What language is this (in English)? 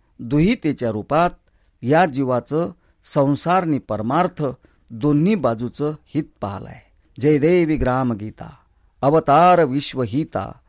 Marathi